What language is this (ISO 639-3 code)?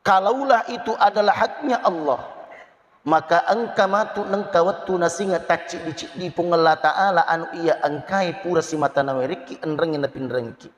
bug